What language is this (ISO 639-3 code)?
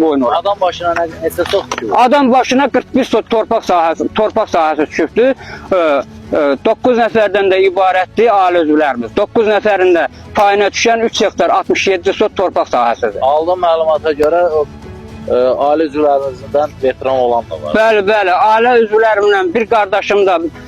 aze